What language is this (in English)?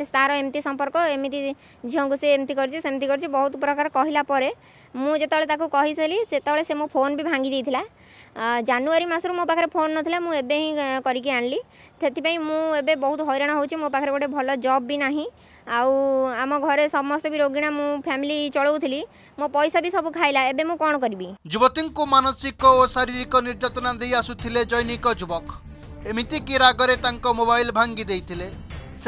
Odia